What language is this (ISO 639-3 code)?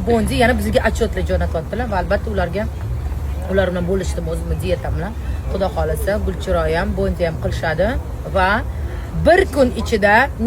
uzb